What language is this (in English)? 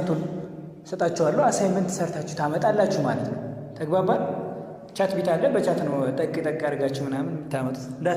Amharic